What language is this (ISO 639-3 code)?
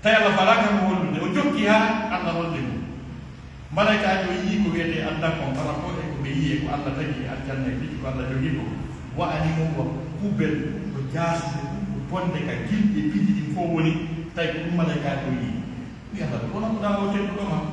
fuf